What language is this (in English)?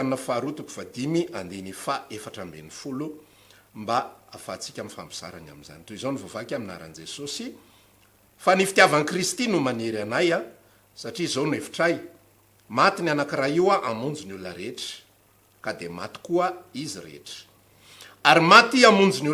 Malagasy